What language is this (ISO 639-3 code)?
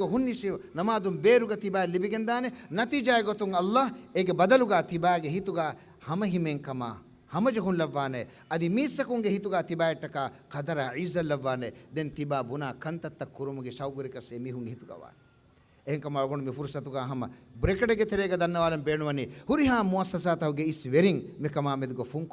div